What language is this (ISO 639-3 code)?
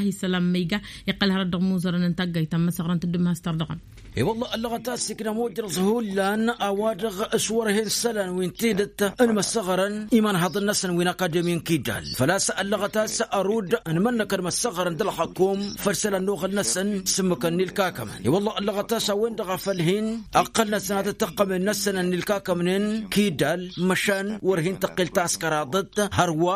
taq